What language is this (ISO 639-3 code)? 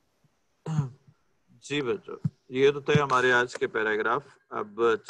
urd